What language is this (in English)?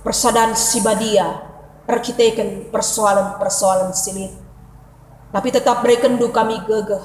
Batak Karo